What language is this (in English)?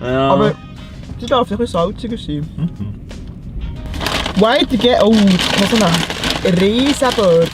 Swiss German